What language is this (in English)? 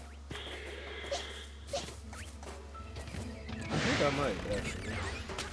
English